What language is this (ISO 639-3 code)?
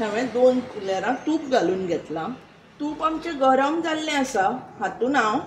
kok